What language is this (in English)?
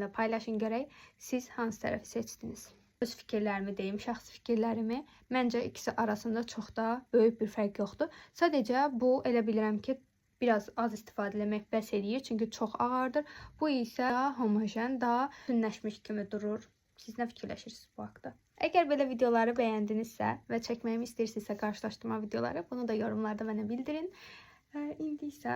Azerbaijani